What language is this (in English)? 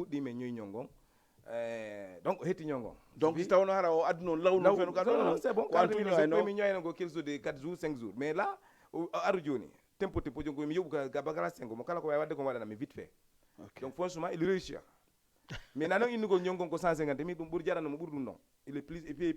Fula